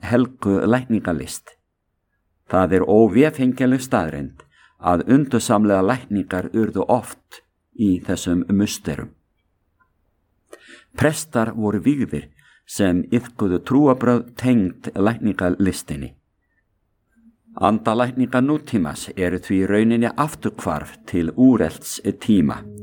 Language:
Icelandic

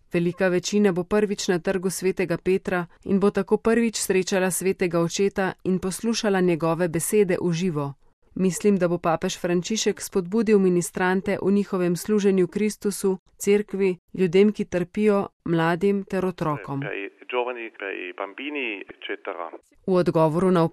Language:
Slovenian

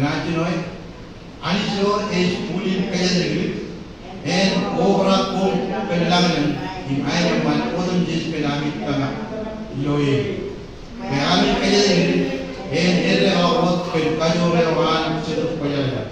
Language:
Marshallese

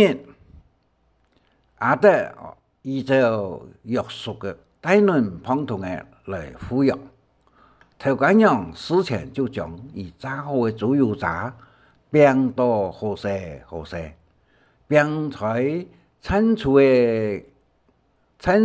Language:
Hakka Chinese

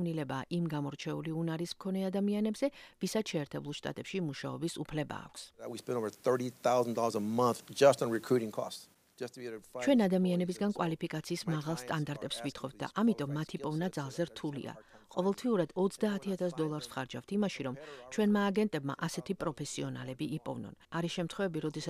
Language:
Georgian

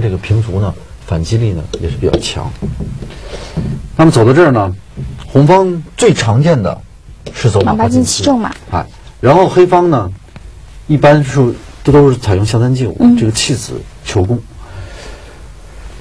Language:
Chinese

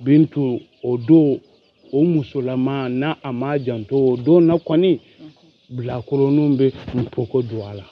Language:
Bambara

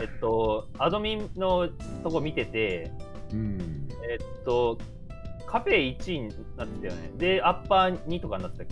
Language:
Japanese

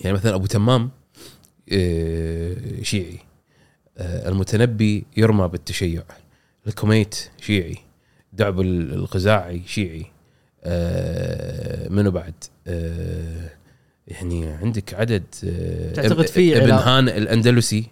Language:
Gulf Arabic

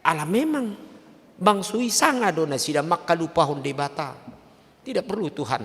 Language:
Batak Toba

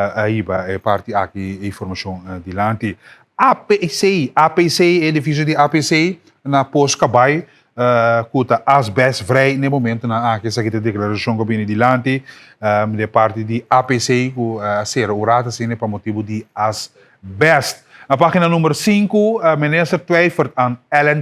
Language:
Papiamento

